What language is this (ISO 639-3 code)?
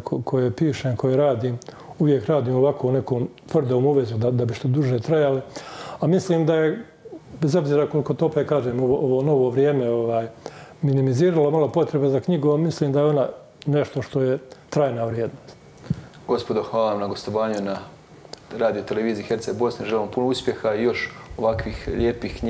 hrv